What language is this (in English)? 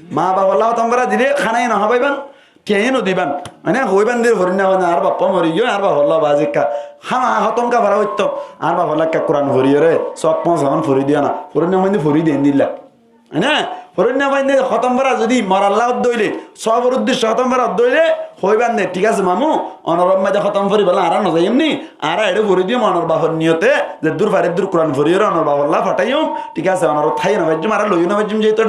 Rohingya